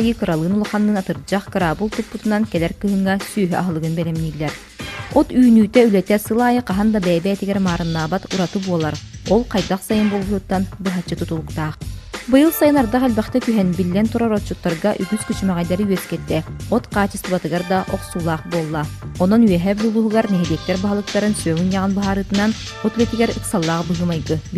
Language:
Yakut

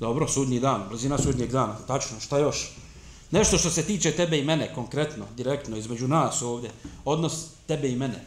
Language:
Bosnian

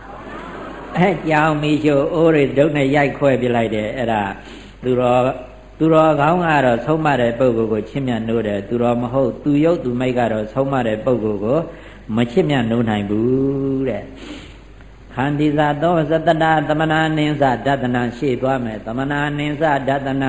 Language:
Burmese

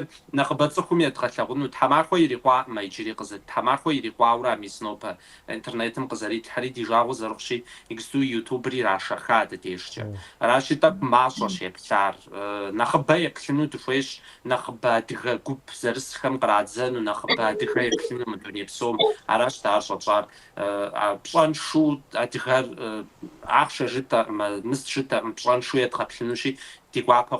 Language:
Kabardian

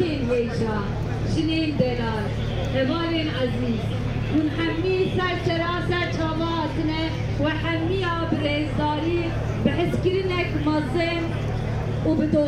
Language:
Kurdish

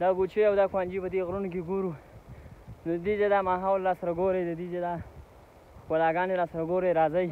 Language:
Pashto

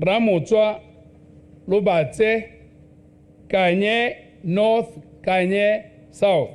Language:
Tswana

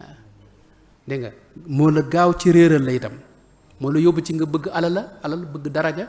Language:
Wolof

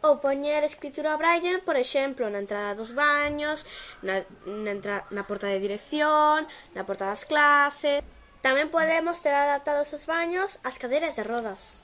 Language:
Galician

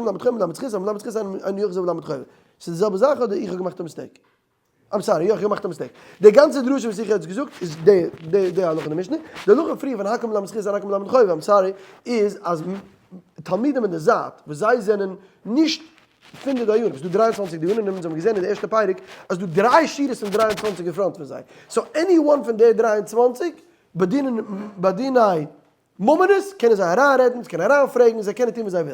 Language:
Yiddish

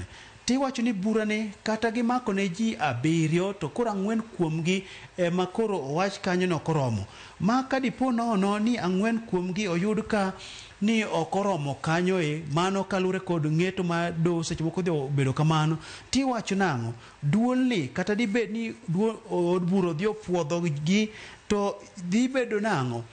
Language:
Luo (Kenya and Tanzania)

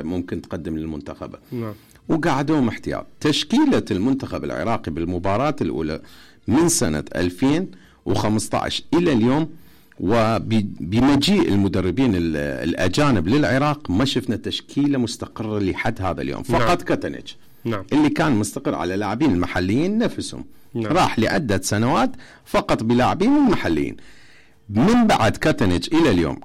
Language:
Mesopotamian Arabic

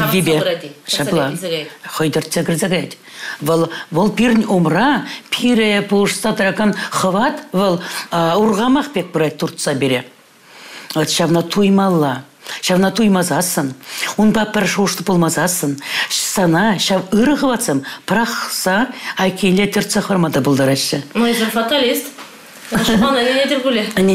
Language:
Chuvash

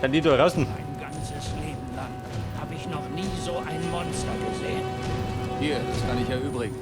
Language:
Bavarian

